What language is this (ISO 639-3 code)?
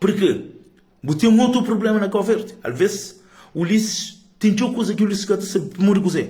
kea